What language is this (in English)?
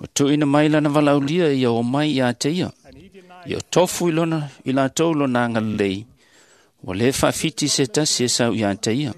Samoan